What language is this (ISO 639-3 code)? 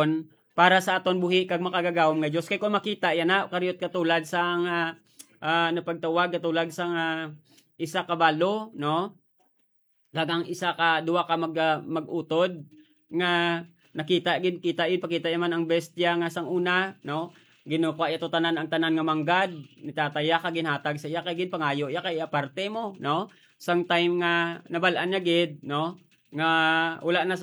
hil